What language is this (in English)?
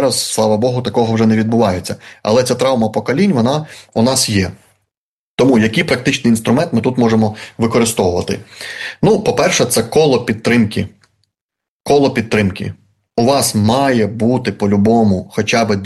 Ukrainian